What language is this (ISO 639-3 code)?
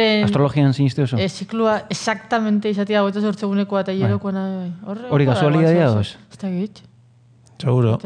eus